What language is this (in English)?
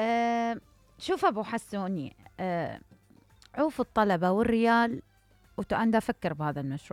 Mesopotamian Arabic